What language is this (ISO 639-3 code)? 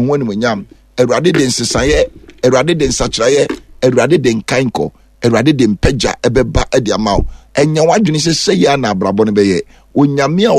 aka